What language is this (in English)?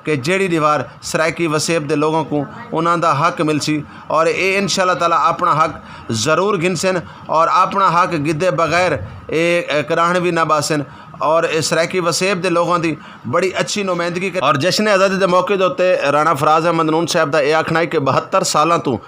Saraiki